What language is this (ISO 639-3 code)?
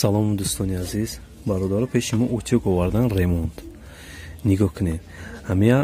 tgk